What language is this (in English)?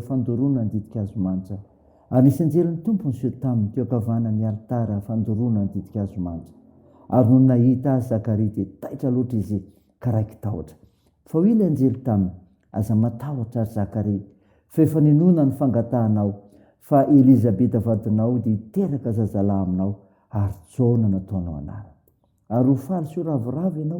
Malagasy